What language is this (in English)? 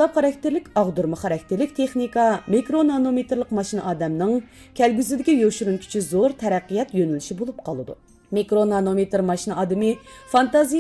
Uyghur